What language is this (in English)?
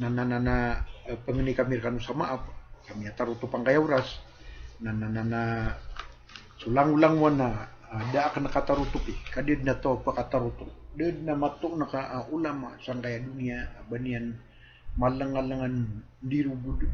Maranao